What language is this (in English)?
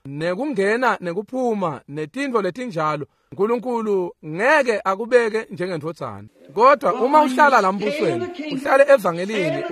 Swati